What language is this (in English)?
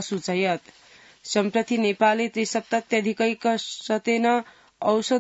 Sanskrit